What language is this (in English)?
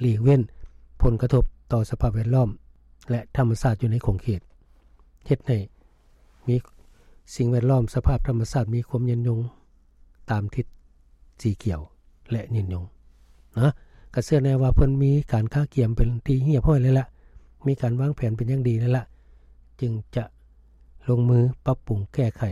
Lao